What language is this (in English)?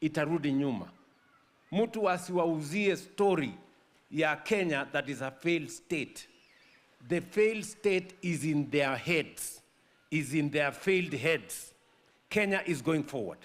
Gusii